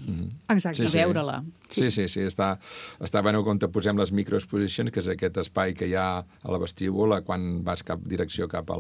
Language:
Catalan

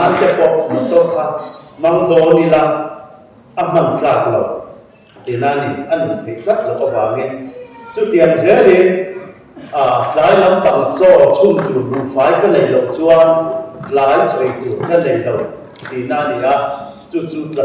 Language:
Mizo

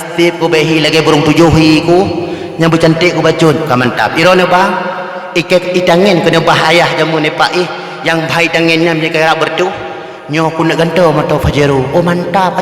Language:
Achinese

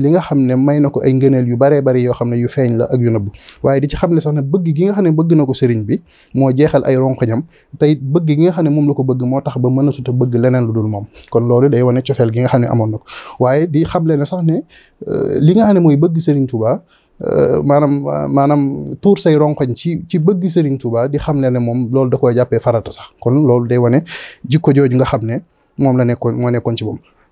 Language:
Wolof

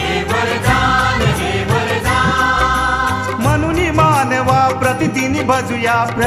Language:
Marathi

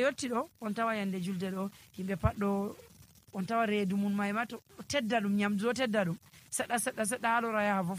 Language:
Nigerian Fulfulde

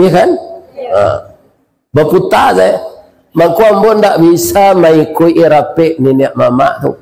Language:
Minangkabau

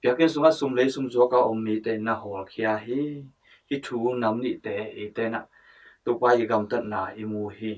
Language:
Tedim Chin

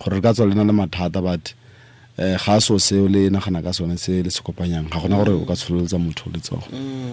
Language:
Tswana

